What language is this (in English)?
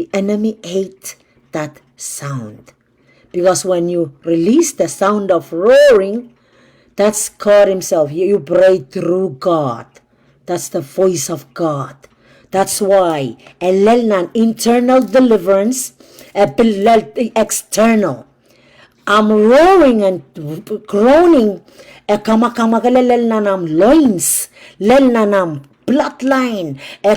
Pohnpeian